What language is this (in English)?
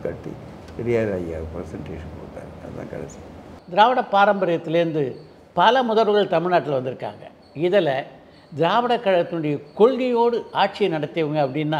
Tamil